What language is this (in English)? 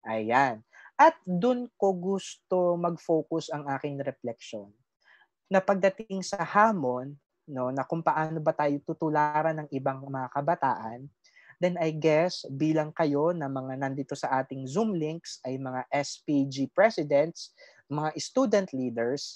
Filipino